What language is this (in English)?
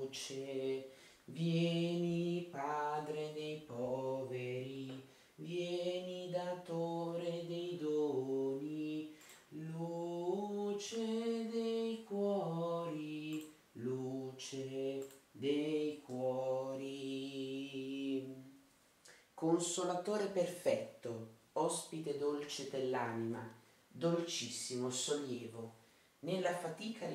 Italian